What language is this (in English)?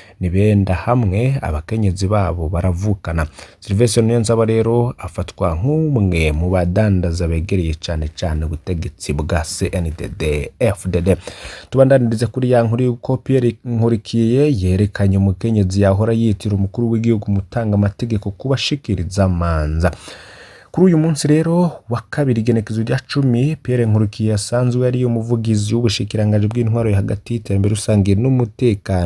Rundi